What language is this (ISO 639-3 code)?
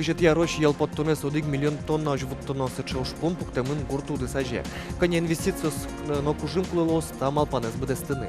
udm